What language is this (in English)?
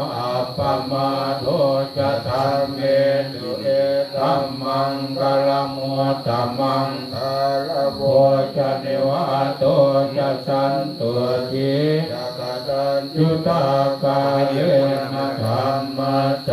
Pali